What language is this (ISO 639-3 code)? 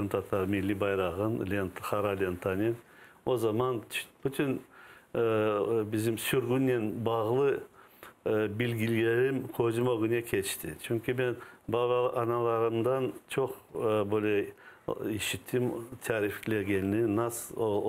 crh